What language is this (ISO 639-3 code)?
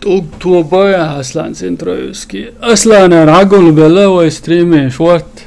che